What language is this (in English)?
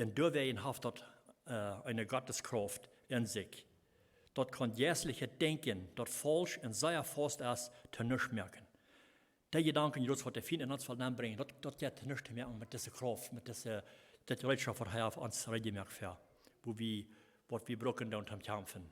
Plautdietsch